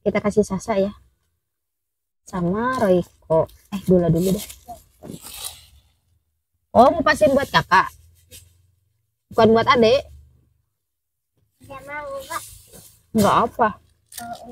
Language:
Indonesian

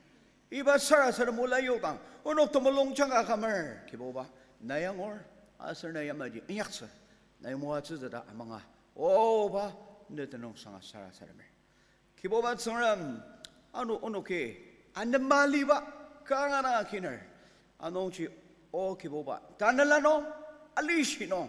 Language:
Ao Naga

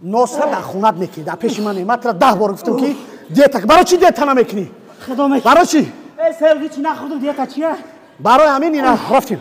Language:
Tajik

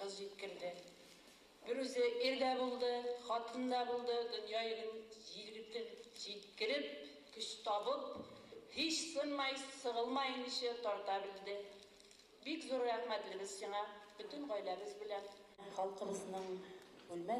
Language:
Bashkir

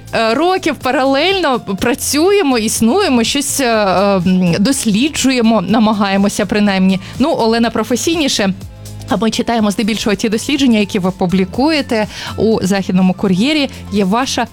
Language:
Ukrainian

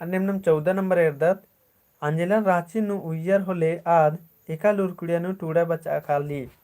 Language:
Kurukh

